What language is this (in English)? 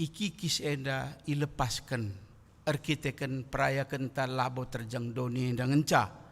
Batak Karo